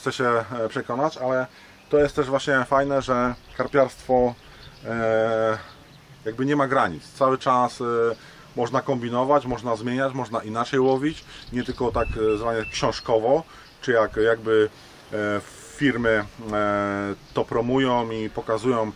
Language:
Polish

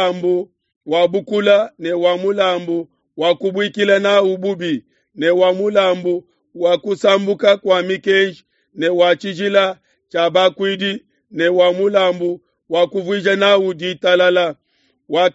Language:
Luba-Lulua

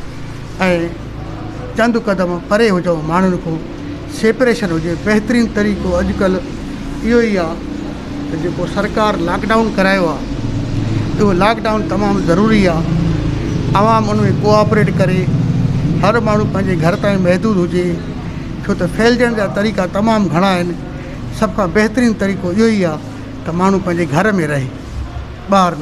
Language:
Sindhi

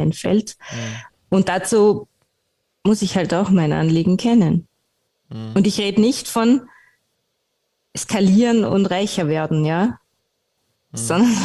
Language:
German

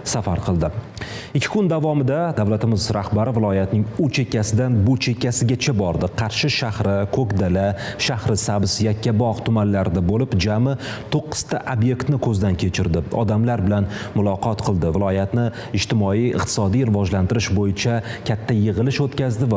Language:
Uzbek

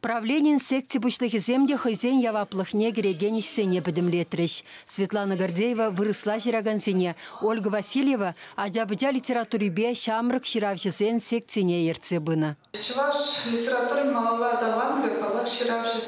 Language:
Chuvash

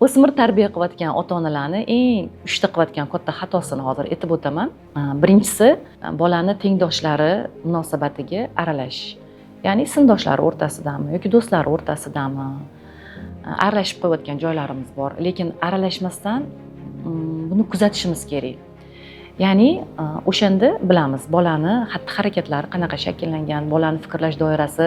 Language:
Uzbek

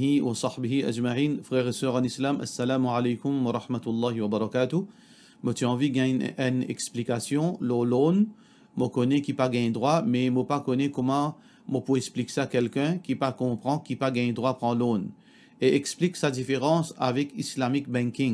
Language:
Morisyen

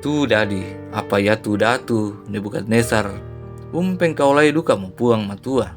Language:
Toraja-Sa'dan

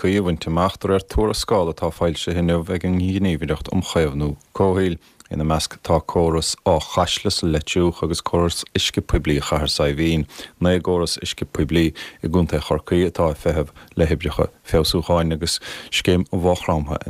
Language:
Irish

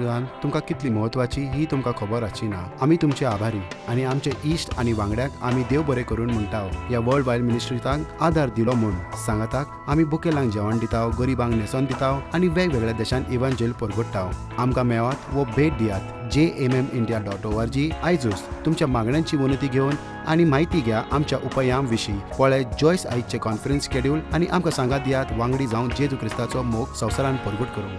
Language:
Konkani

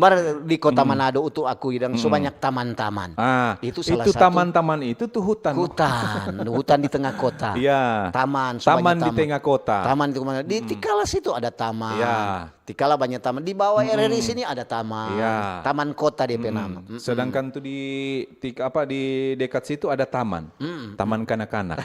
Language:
Manado Malay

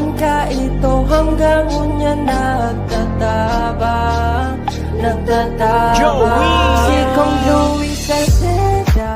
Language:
Bikol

